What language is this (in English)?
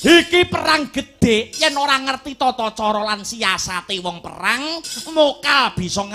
Javanese